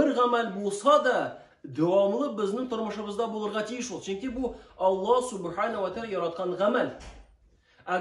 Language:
Tatar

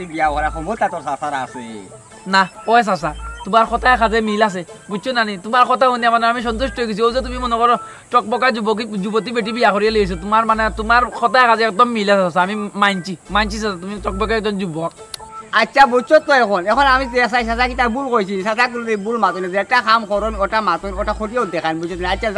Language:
Sylheti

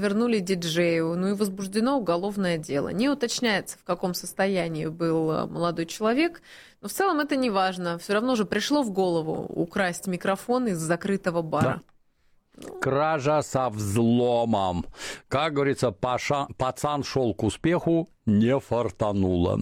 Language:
Russian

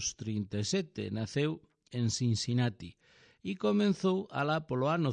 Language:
Galician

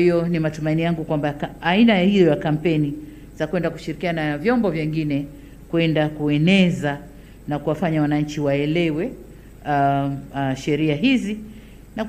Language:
Swahili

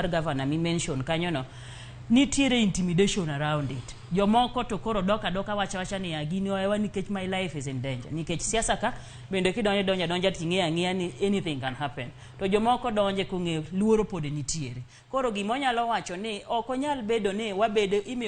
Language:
Luo (Kenya and Tanzania)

